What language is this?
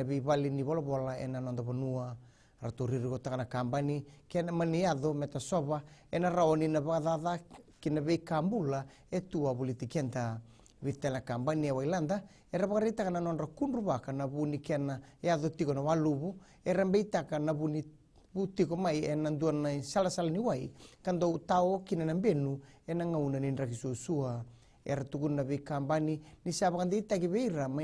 Fijian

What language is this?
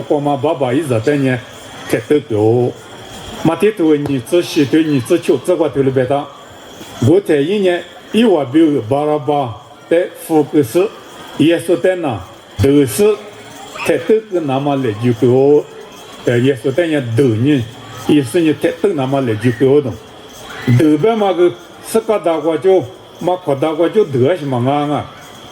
Lisu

